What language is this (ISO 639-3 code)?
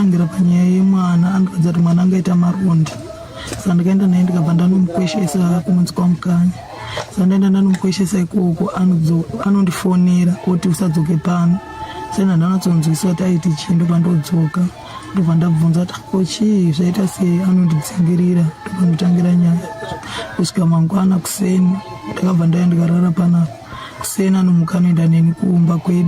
sna